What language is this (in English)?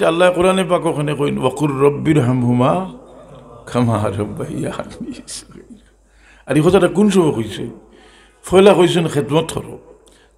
Sylheti